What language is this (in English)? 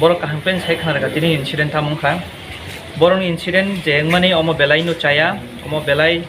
Kok Borok